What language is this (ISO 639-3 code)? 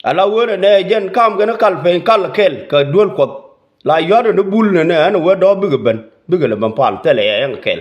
nus